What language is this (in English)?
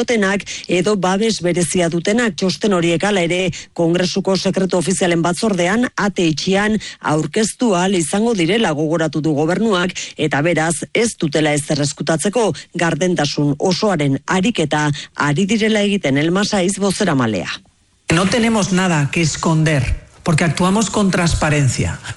Basque